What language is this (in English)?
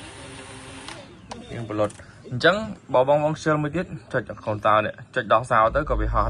Khmer